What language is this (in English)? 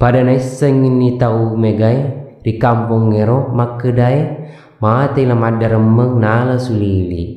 Buginese